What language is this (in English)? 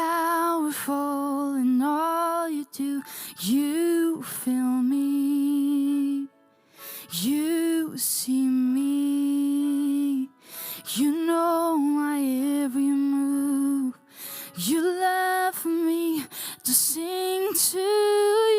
Faroese